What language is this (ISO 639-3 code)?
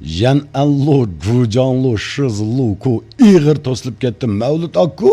uig